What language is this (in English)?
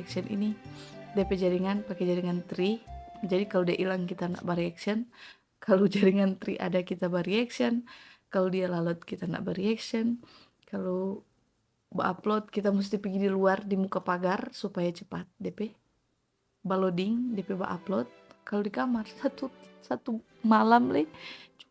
Manado Malay